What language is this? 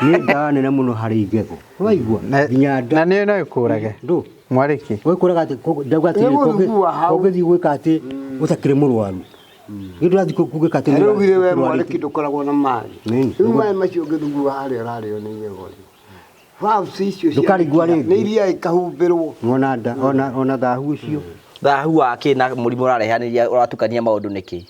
Kikuyu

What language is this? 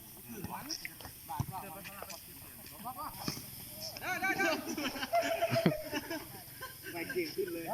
Lao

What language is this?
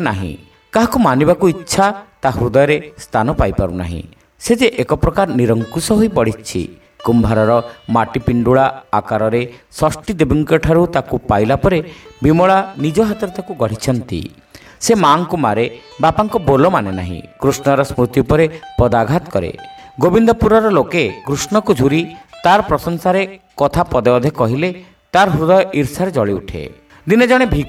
Odia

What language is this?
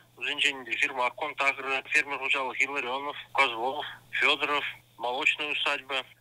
Chuvash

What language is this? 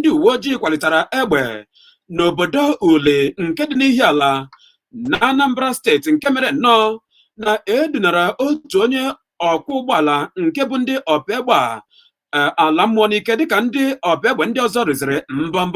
Igbo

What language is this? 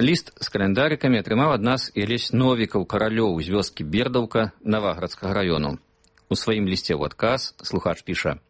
Belarusian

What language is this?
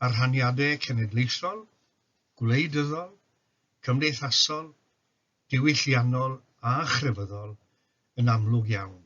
Welsh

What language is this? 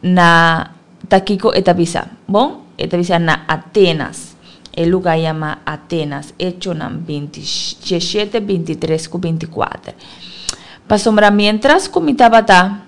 Papiamento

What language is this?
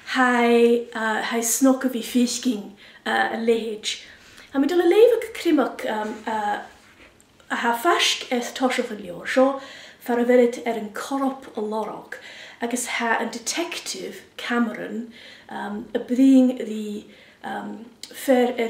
Scottish Gaelic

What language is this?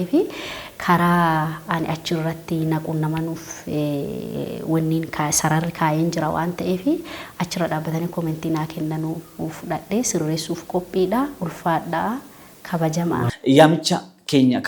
Oromo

